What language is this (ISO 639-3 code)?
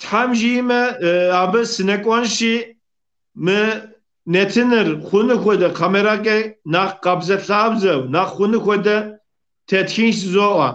kbd